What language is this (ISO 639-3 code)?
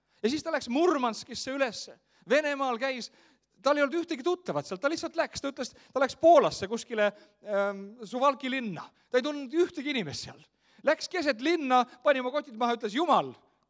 est